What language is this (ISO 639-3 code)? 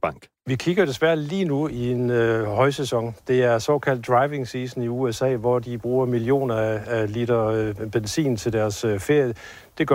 dan